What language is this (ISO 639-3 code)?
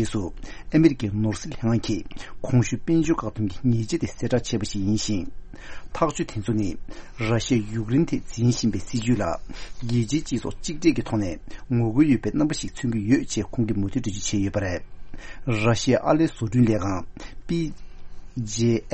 bod